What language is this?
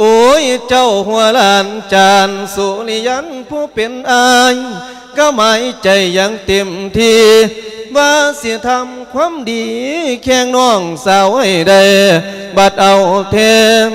Lao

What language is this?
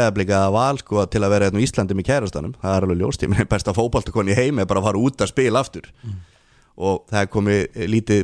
Icelandic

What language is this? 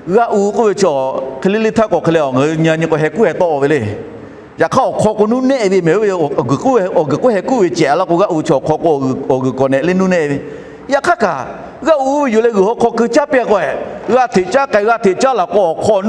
Lahu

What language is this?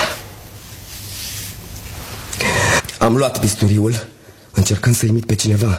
Romanian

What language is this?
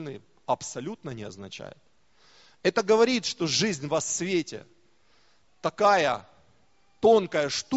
Russian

